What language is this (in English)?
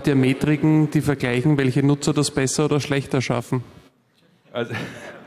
German